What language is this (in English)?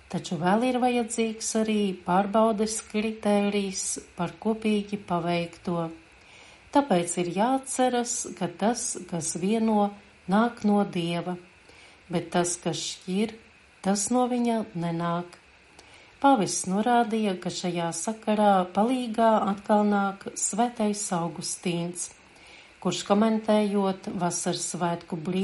Latvian